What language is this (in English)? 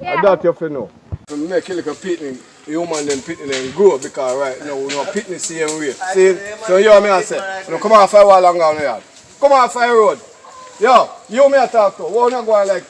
Jamaican Creole English